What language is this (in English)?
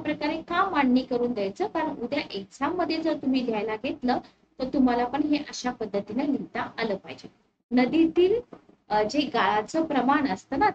Marathi